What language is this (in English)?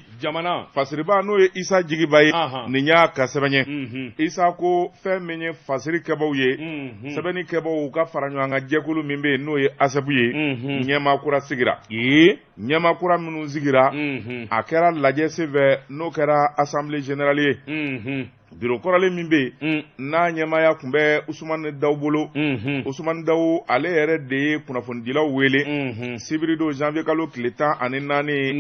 Bambara